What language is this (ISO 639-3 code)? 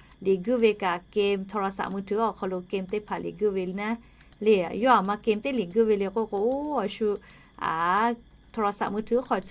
lhu